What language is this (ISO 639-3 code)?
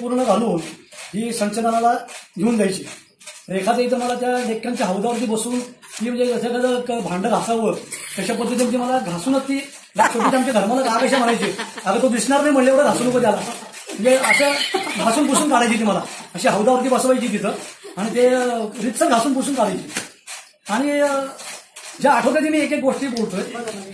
mar